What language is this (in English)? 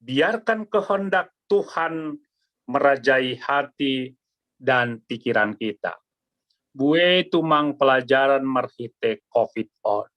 Batak Simalungun